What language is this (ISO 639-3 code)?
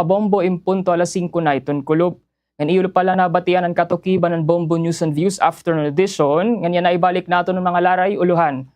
war